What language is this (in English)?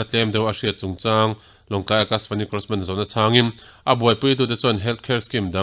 Mizo